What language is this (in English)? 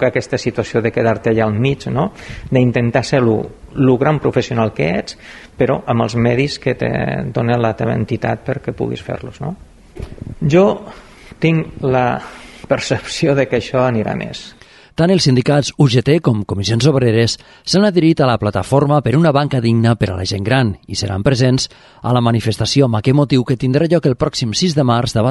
Catalan